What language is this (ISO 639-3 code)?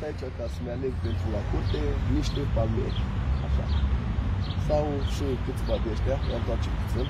ron